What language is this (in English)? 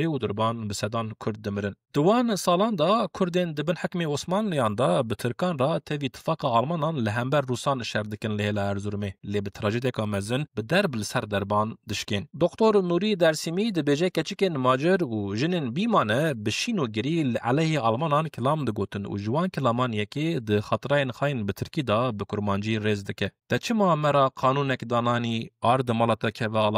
Kurdish